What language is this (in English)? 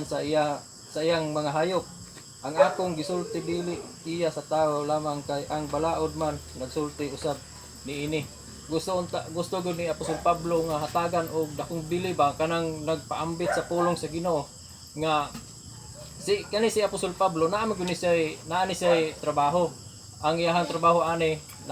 Cebuano